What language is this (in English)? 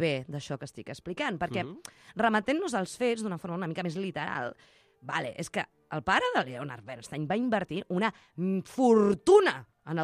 Catalan